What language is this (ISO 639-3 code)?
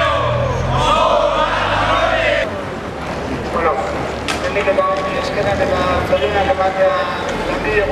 eus